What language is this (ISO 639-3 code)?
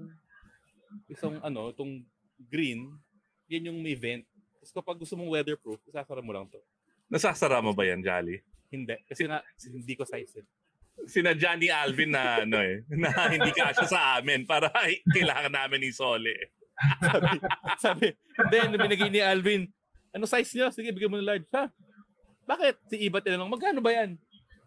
fil